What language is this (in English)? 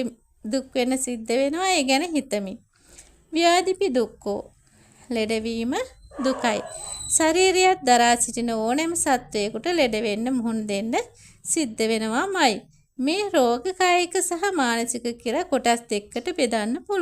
Sinhala